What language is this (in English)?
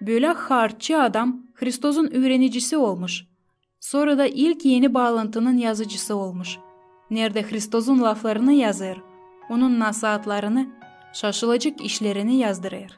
Gagauz